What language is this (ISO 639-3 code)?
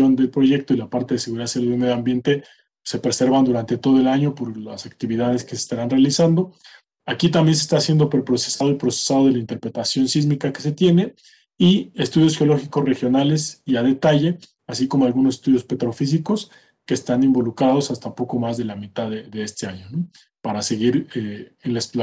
spa